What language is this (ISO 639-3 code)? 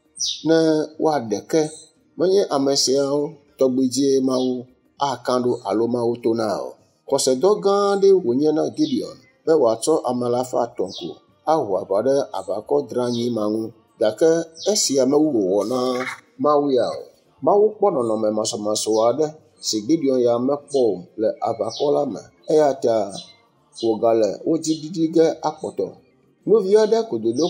ewe